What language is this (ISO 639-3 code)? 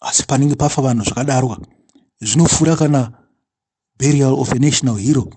sna